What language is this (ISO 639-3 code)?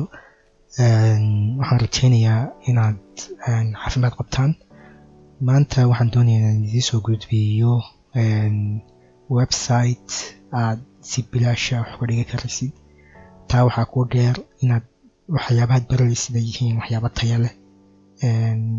som